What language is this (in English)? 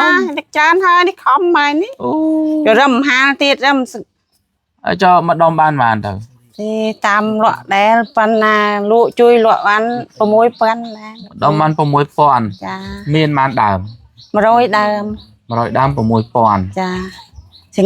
Khmer